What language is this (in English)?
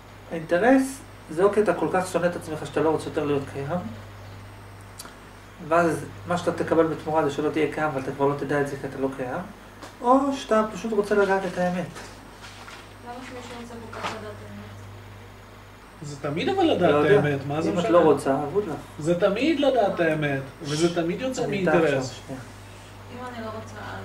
Hebrew